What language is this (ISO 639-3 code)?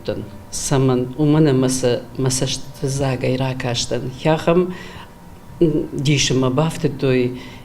oss